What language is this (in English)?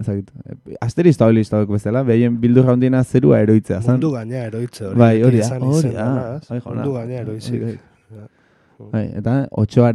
Basque